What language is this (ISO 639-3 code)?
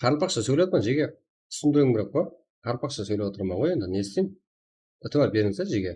kaa